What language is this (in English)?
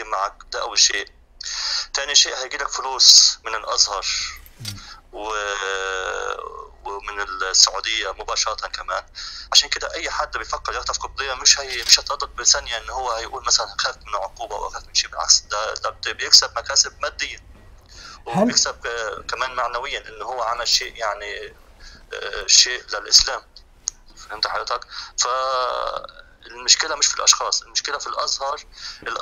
Egyptian Arabic